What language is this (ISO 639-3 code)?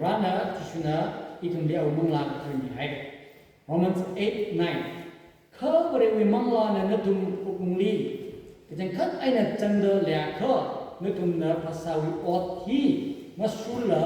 nmf